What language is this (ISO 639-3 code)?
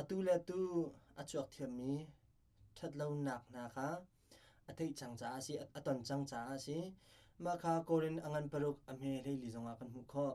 cnh